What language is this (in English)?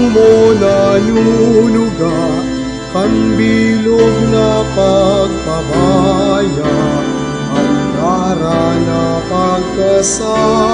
Bikol